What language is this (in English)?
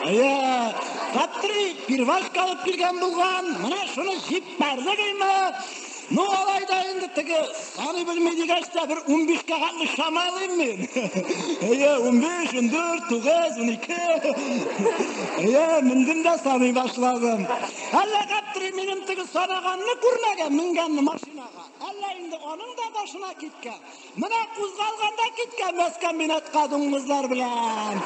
Tatar